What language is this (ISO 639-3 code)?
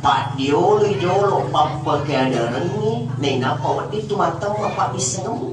bug